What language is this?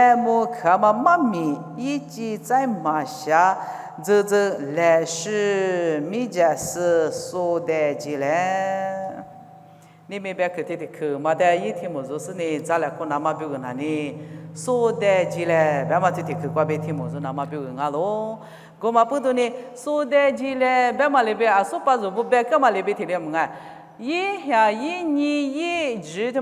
Lisu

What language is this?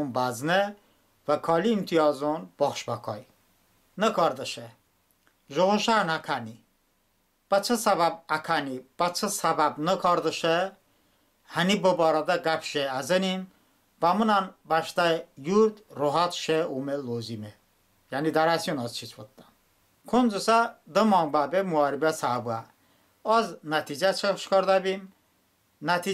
Talysh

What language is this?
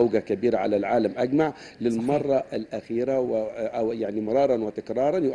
Arabic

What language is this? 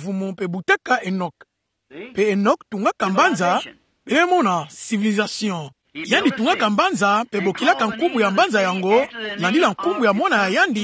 Kituba (Democratic Republic of Congo)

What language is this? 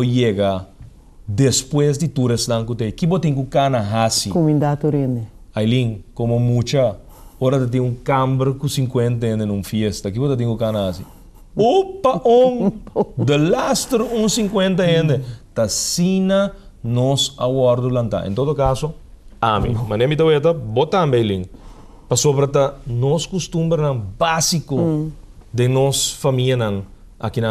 Papiamento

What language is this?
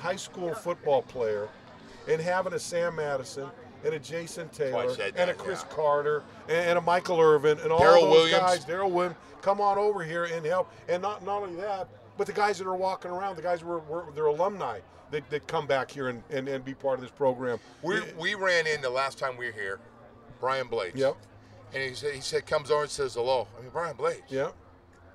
English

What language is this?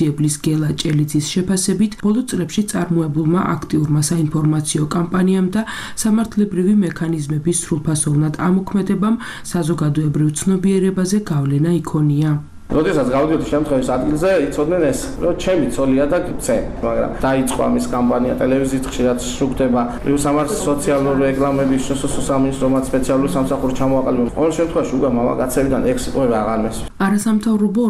Georgian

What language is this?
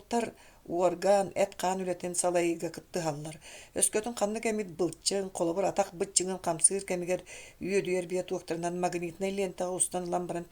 Yakut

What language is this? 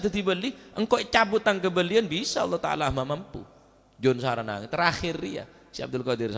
Madurese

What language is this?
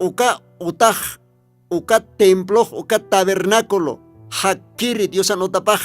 Aymara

